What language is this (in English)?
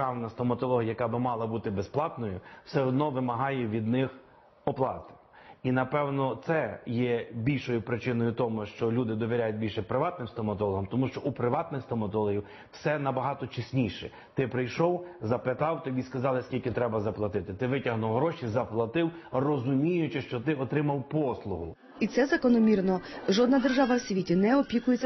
Ukrainian